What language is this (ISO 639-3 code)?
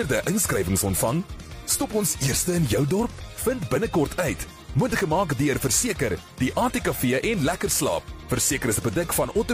afr